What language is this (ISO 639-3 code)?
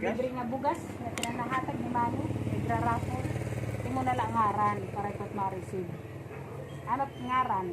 war